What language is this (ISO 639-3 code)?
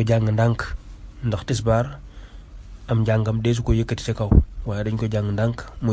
wol